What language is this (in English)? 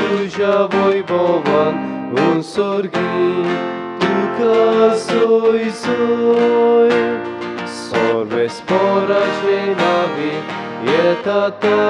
Konkani